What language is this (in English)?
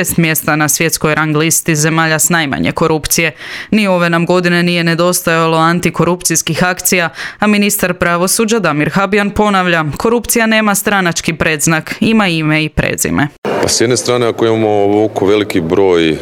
Croatian